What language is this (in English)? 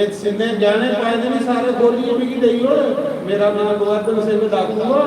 Dogri